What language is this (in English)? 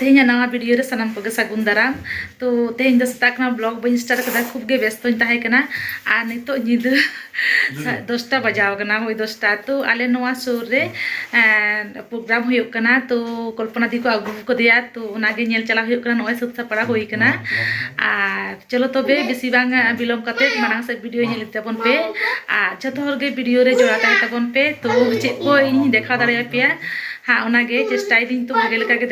Santali